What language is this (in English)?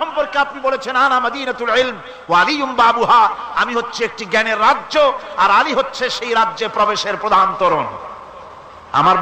Bangla